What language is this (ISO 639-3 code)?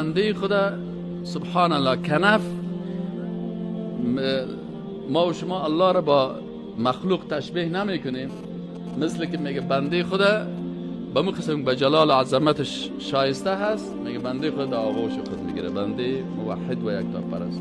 fas